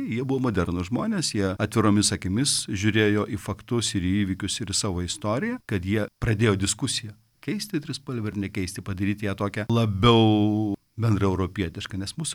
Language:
Lithuanian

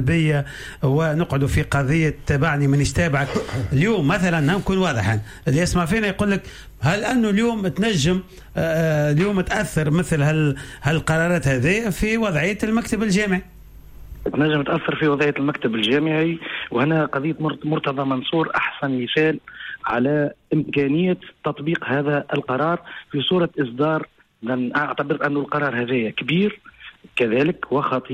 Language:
Tunisian Arabic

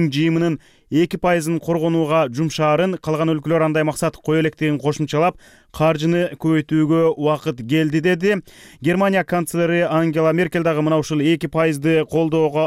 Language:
Kyrgyz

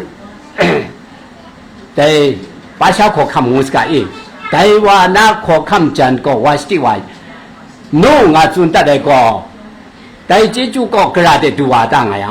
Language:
Kachin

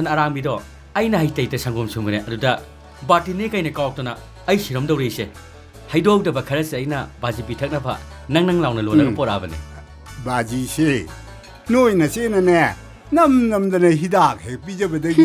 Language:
Manipuri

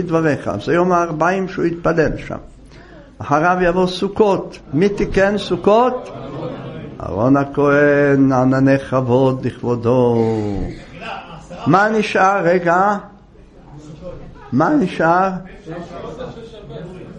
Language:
Hebrew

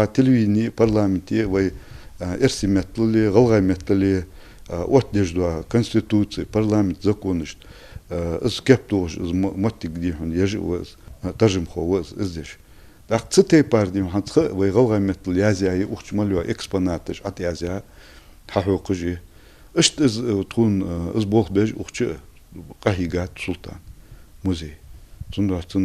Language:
Ingush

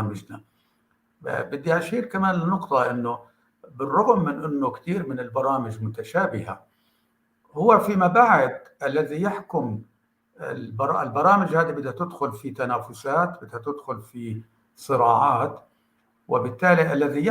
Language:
North Levantine Arabic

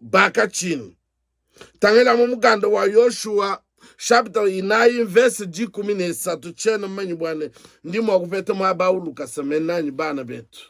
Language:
Luba-Lulua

